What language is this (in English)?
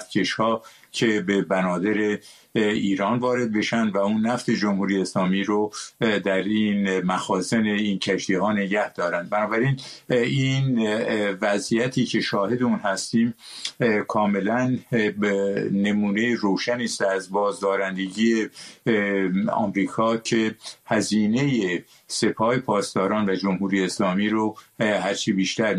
Persian